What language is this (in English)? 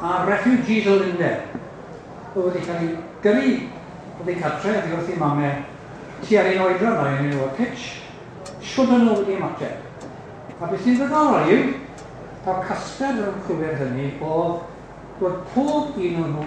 Welsh